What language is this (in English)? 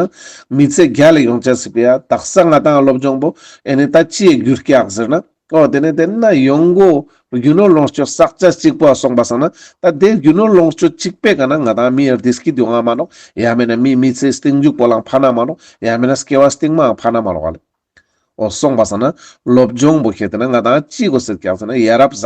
Ladakhi